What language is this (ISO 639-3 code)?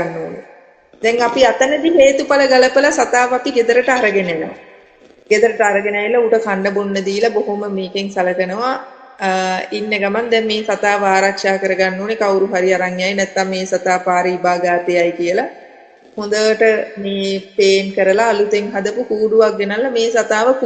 sin